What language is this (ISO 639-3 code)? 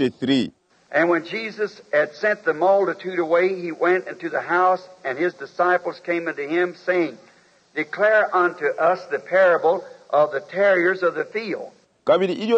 bem